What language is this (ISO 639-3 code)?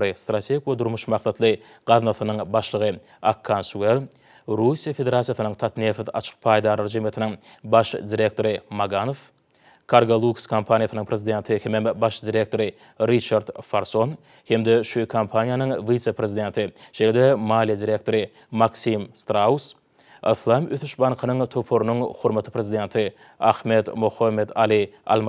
tuk